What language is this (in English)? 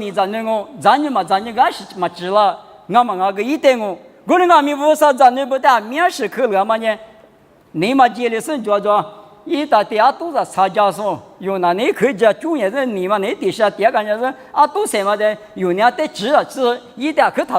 Lisu